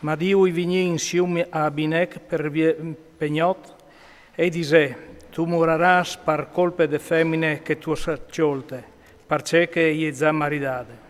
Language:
Friulian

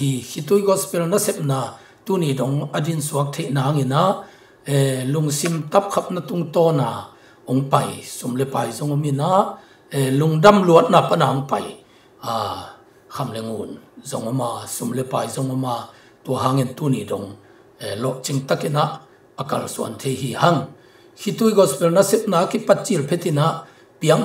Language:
Tedim Chin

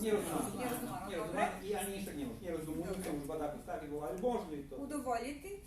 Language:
Rusyn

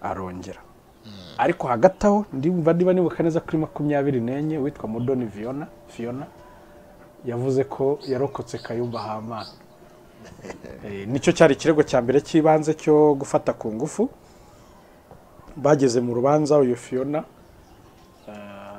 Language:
Kinyarwanda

